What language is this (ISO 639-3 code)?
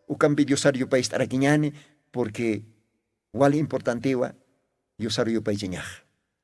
aym